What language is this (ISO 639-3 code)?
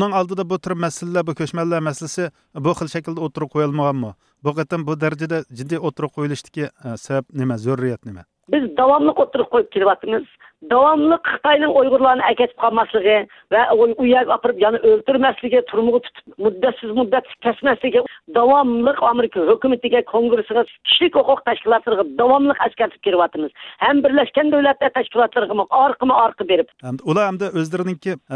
uig